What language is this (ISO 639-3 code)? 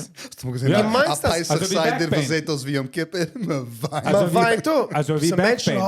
yid